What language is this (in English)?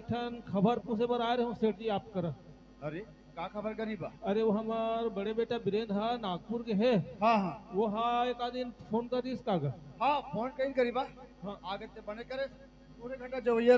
Chhattisgarhi